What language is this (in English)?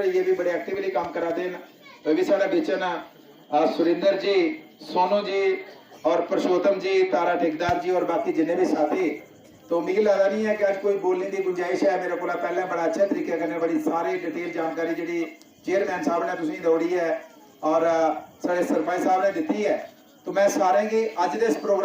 Dogri